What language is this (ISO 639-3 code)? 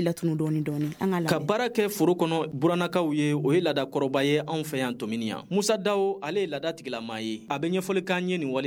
bam